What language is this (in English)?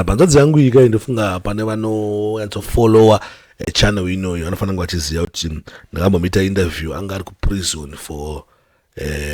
Shona